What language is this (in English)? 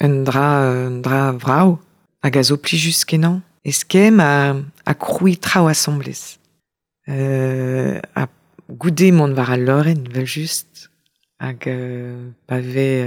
Breton